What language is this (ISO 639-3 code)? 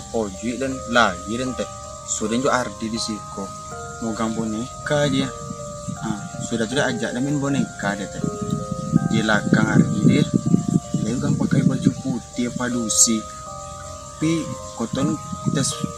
min